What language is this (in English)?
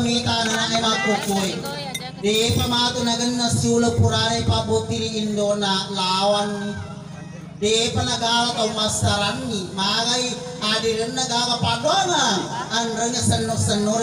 Buginese